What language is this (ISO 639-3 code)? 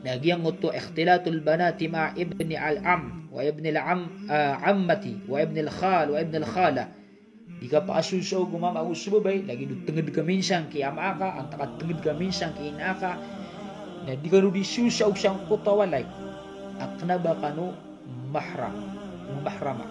mrw